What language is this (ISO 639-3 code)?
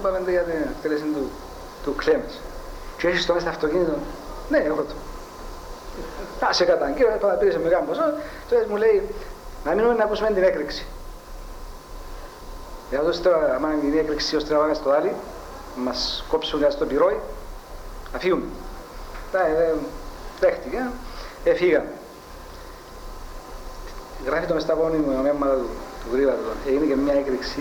ell